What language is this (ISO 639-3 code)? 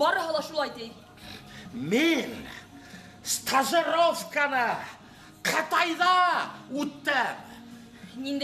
bak